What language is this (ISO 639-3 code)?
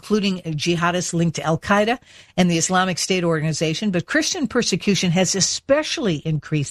eng